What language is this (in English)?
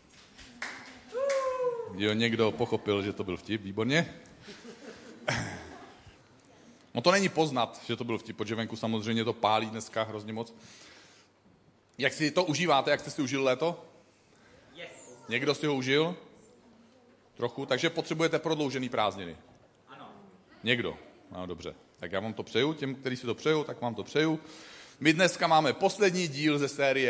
Czech